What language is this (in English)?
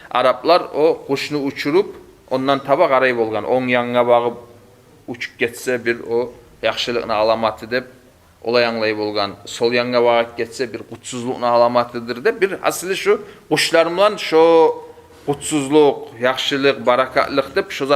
Kumyk